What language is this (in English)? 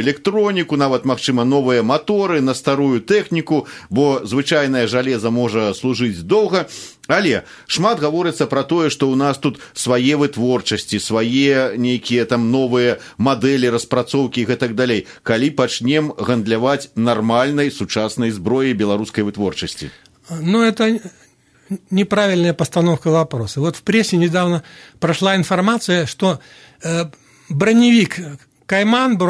Belarusian